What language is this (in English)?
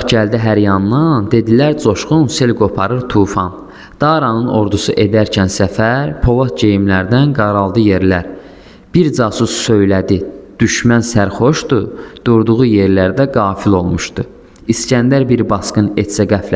Azerbaijani